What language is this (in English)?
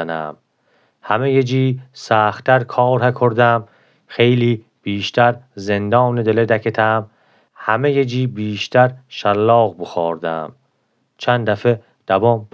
Gilaki